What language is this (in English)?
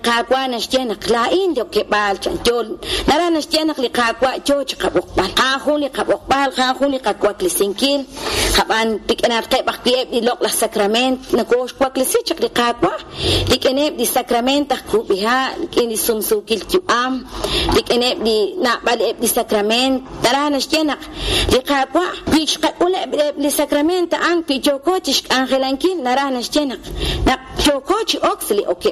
Kekchí